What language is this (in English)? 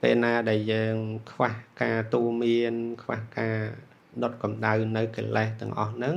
Khmer